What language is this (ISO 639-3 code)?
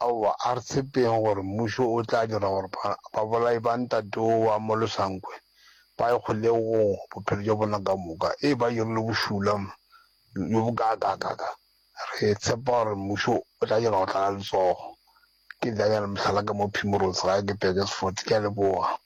nso